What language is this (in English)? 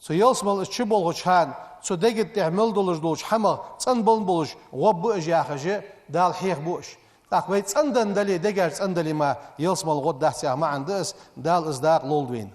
Ingush